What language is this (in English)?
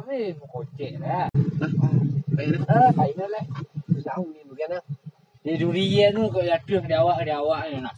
Minangkabau